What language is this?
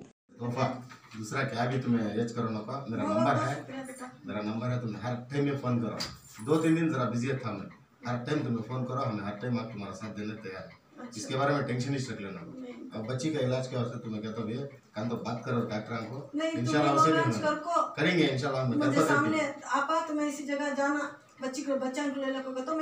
Kannada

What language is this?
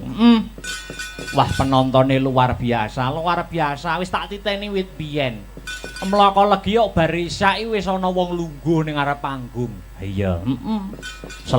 Javanese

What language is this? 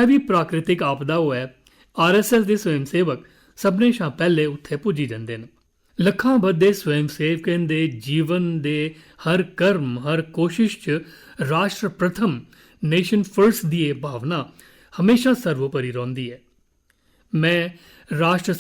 Dogri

